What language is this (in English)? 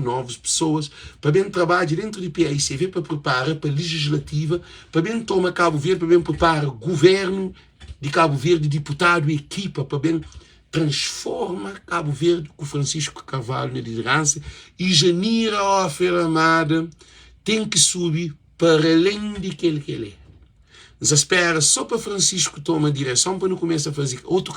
Kabuverdianu